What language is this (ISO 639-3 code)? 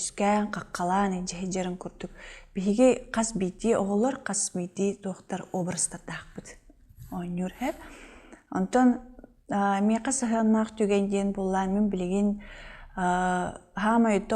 sah